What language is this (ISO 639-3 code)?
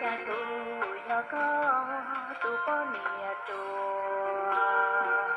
hmn